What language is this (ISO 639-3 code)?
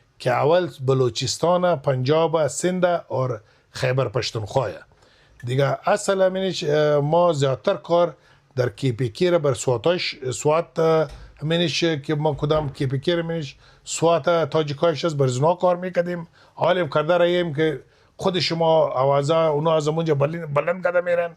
fas